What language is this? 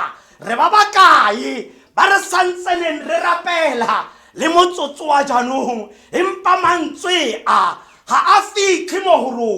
Tswana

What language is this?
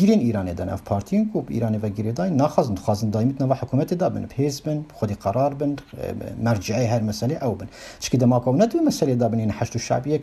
Kurdish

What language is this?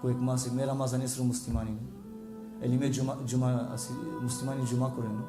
Balkan Romani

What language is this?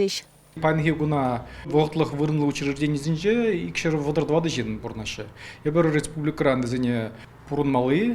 Chuvash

